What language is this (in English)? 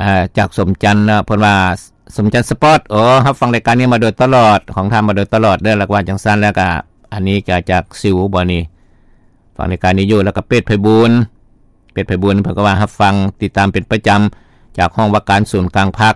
Lao